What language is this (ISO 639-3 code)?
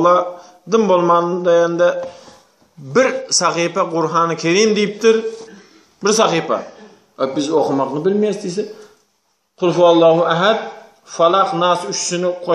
tuk